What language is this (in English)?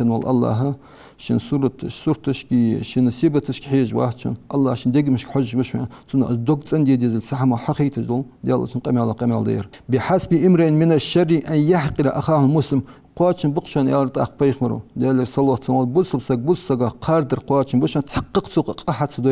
Ingush